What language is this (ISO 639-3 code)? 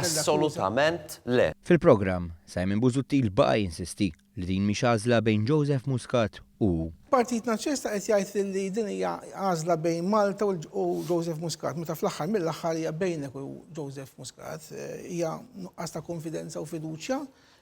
mlt